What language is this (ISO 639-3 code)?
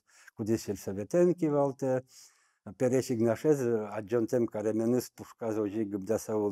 udm